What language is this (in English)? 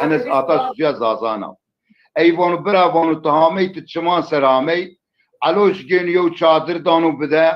Zaza